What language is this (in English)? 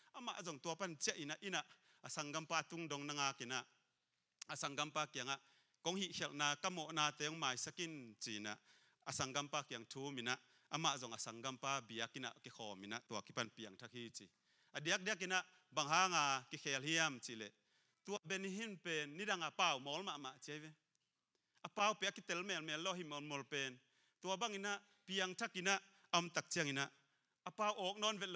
Tedim Chin